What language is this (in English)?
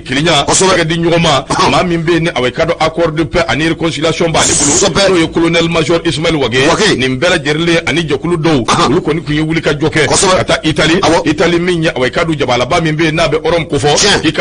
Bambara